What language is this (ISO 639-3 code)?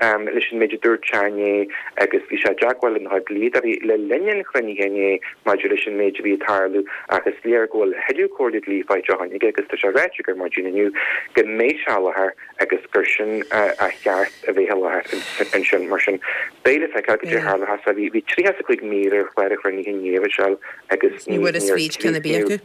gle